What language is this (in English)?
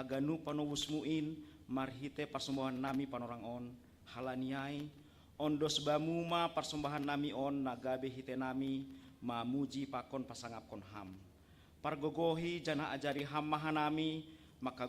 Batak Simalungun